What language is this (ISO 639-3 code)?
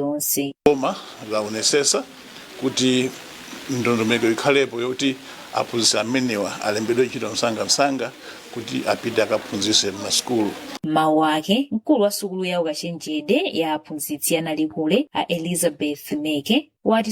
nya